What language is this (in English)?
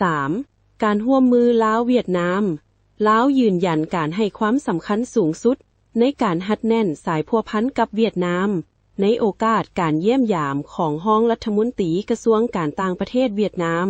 Lao